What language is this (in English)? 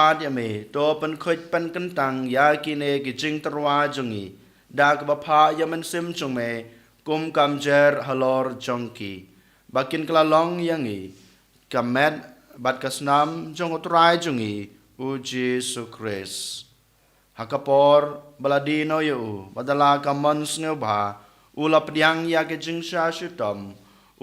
Khasi